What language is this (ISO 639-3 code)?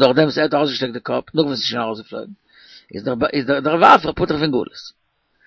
yid